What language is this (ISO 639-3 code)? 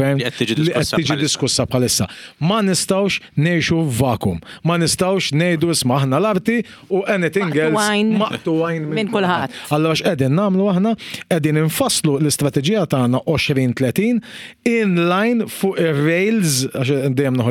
mlt